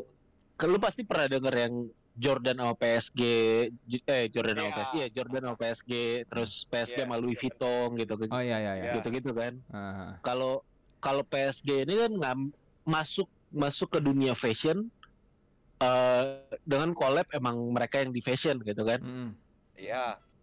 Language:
Indonesian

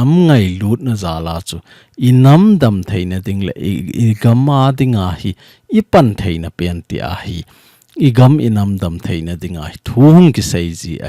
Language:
Thado Chin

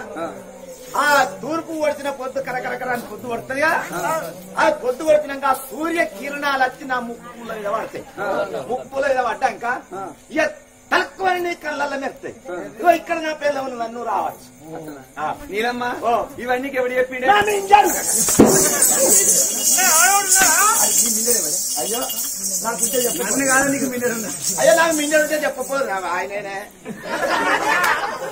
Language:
Telugu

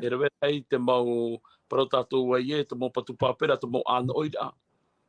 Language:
Tahitian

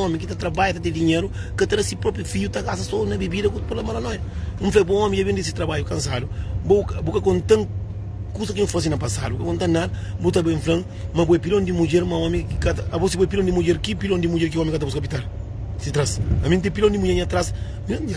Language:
Kabuverdianu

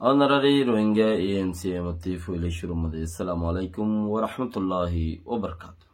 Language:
Rohingya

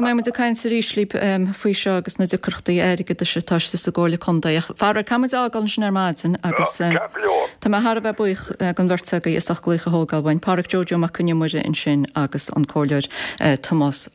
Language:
Irish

